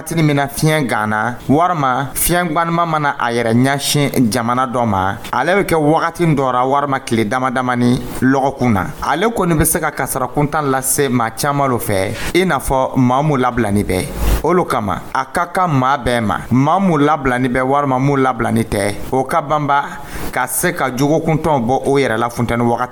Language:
Dyula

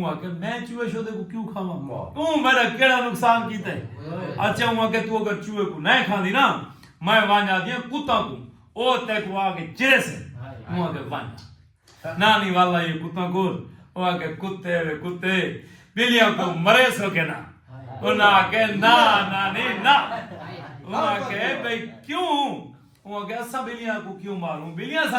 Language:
Saraiki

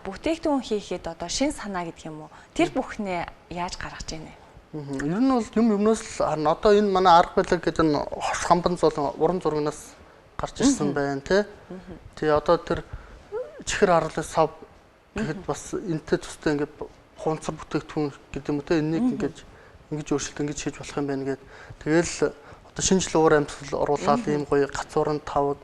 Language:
Mongolian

